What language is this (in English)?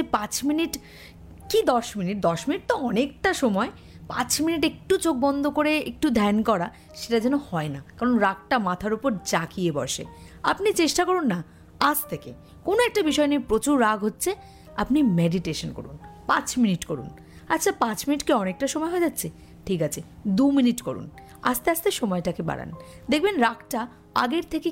Bangla